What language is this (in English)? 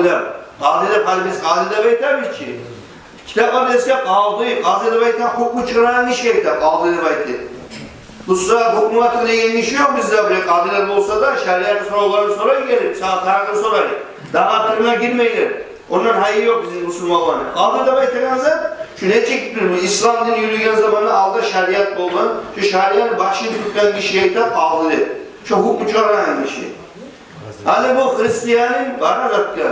Kumyk